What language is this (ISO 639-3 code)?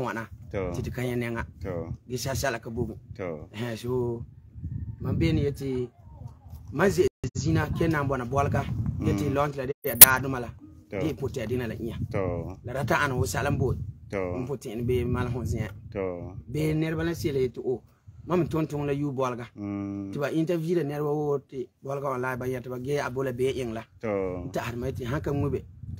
gur